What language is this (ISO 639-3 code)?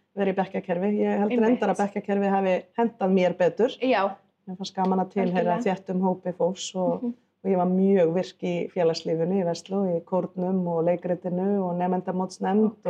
isl